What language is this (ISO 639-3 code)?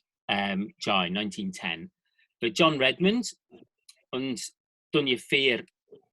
glv